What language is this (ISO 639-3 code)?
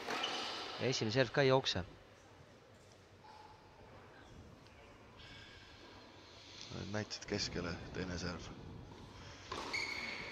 est